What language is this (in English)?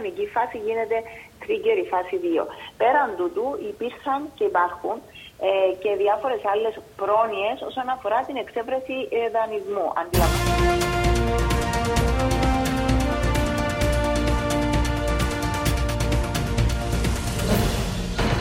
Greek